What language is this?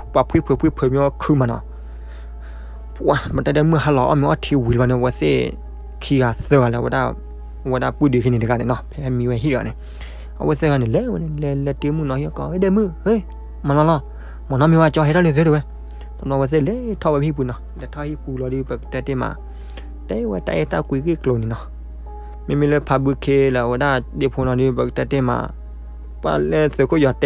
S'gaw Karen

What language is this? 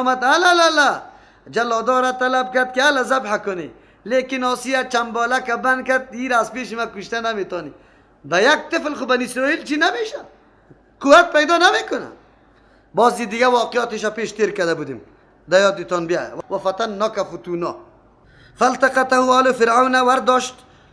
Persian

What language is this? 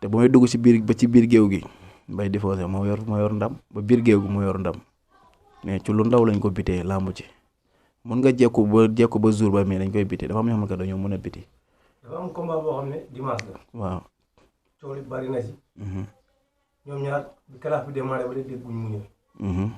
Wolof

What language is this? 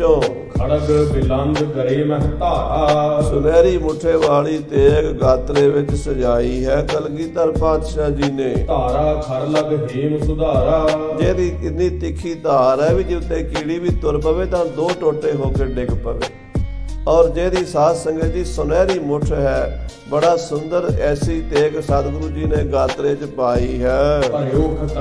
Punjabi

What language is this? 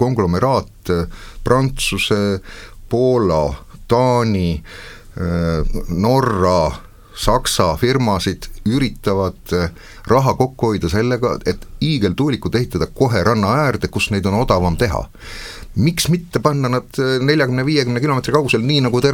Estonian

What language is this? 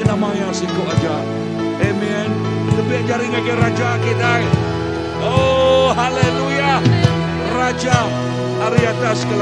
Iban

